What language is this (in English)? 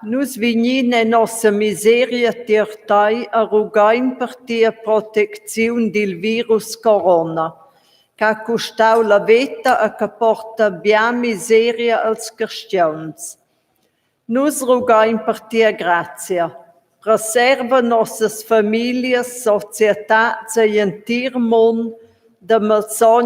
Romansh